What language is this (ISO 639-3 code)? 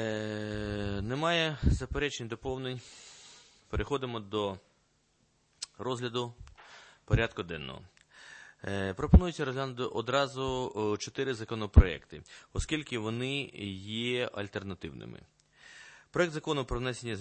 ukr